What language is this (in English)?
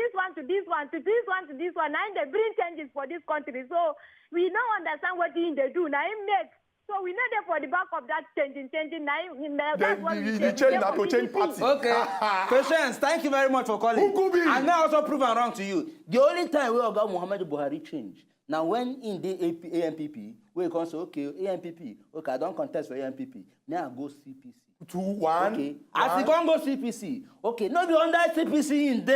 Nigerian Pidgin